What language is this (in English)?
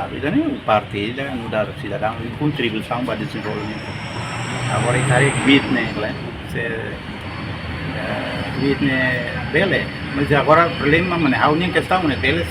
Tetum